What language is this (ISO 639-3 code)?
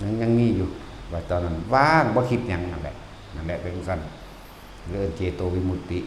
tts